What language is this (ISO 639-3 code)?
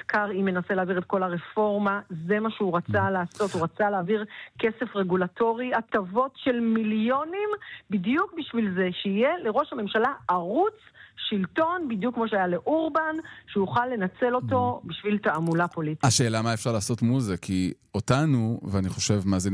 heb